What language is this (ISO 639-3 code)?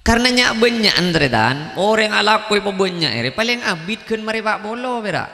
mad